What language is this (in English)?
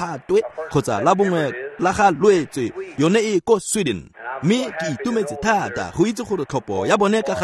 Tswana